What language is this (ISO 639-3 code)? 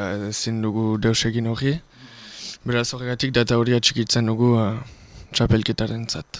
eus